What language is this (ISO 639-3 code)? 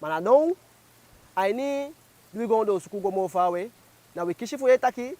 djk